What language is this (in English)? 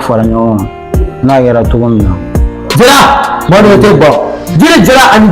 Bambara